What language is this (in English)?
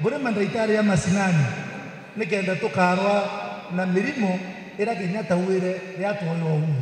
Meru